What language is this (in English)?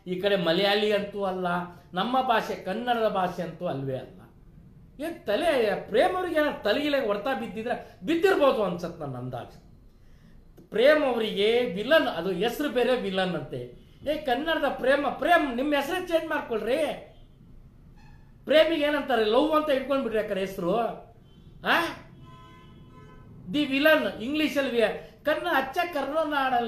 Kannada